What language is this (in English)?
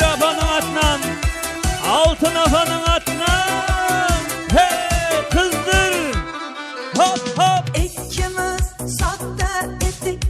Kara-Kalpak